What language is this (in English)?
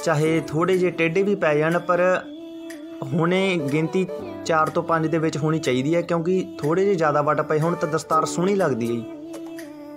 Punjabi